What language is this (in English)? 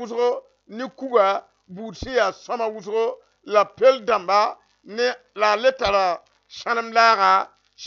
Mossi